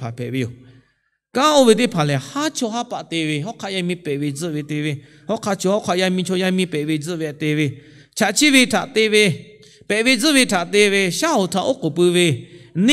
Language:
Lahu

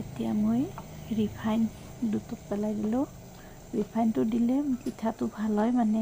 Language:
Assamese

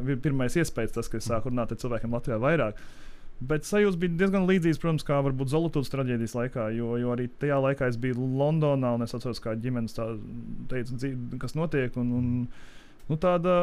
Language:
Latvian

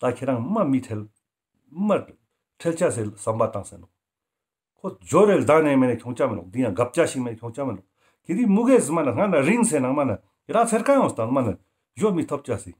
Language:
Ladakhi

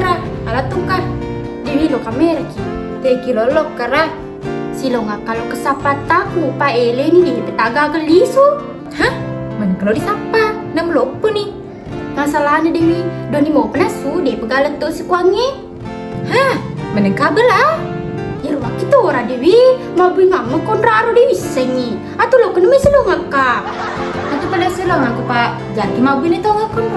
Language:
Buginese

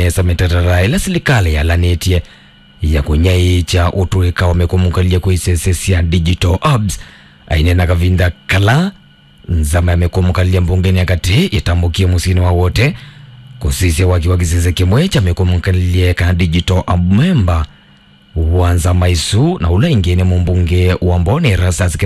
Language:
Kamba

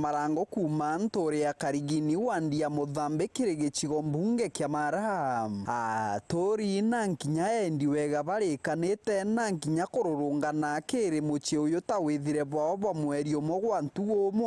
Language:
Meru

